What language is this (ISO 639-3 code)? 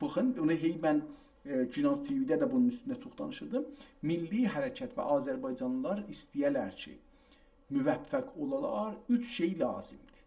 azb